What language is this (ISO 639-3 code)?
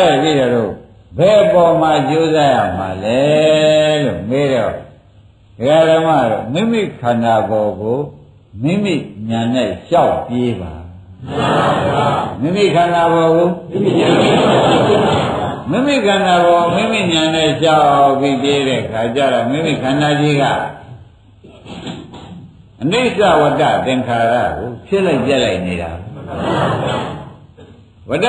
mya